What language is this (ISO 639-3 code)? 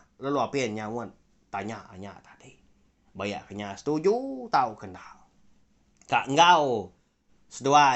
iba